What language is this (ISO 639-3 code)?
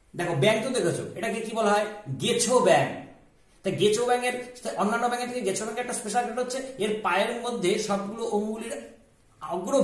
ben